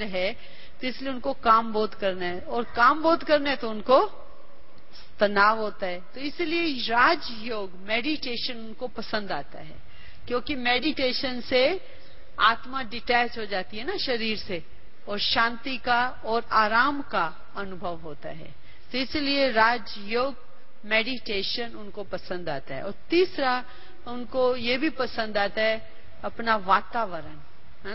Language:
Hindi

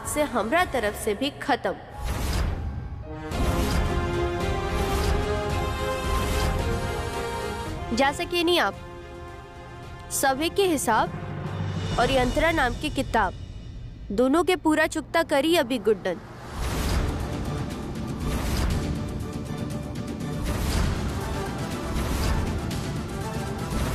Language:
Bhojpuri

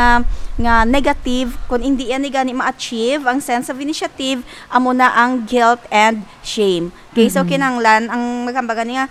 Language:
Hiligaynon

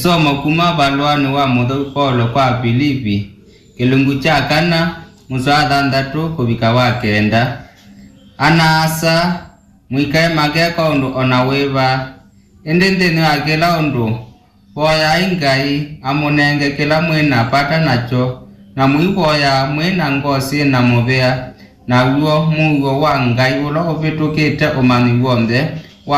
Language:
Kamba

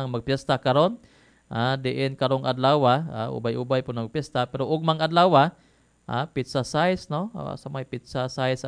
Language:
Cebuano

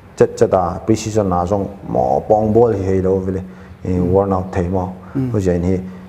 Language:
Paite Chin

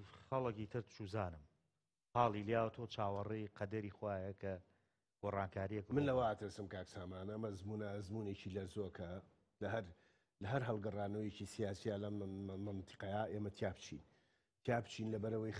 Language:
Central Kurdish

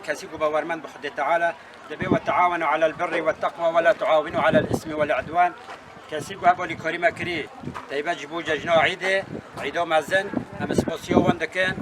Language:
Kurdish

